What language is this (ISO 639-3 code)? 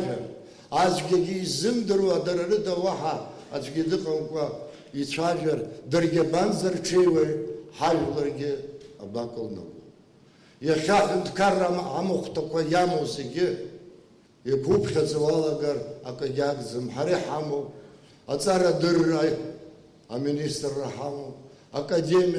abk